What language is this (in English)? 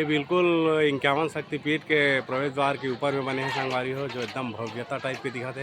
Chhattisgarhi